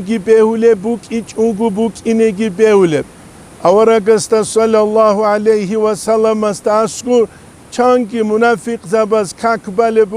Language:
Avaric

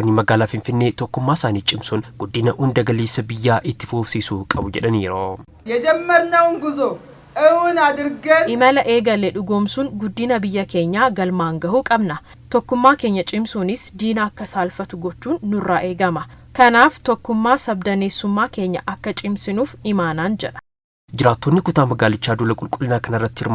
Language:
Oromo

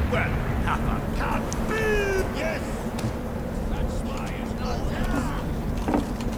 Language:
English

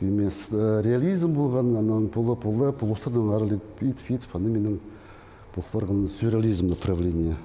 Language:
Khakas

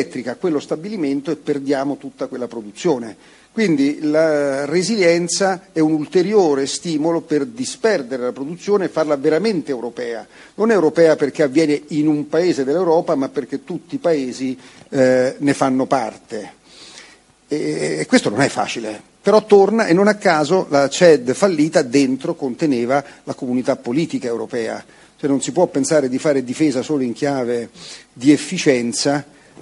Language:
Italian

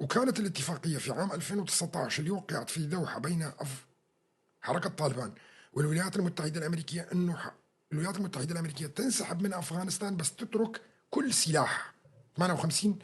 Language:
North Levantine Arabic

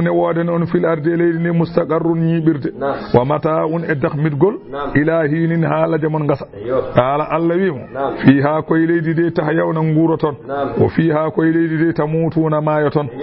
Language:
Fula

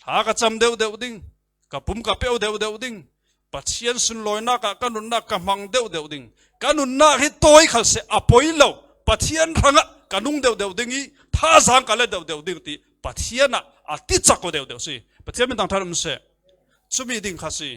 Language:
Falam Chin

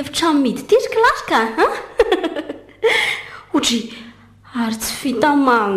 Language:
Malagasy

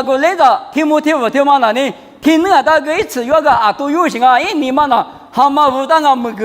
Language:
Lisu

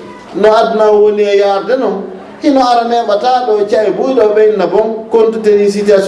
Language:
Fula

